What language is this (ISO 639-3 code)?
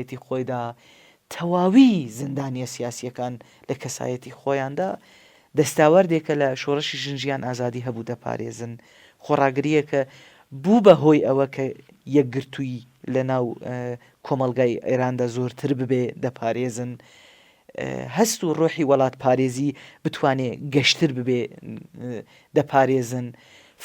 ckb